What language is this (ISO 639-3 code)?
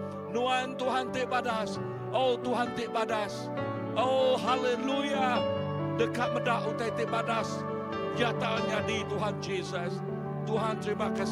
iba